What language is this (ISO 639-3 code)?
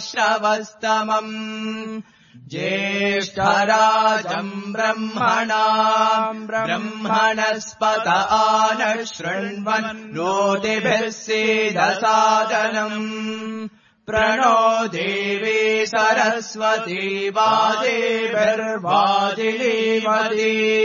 san